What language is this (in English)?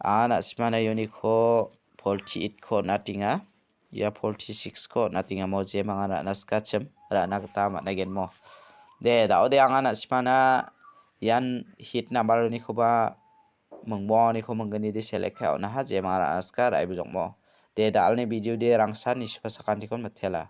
Garo